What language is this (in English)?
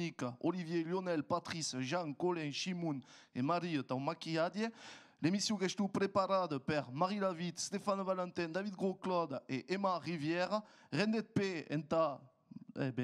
Occitan